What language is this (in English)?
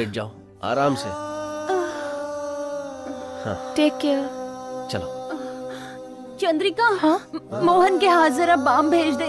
Hindi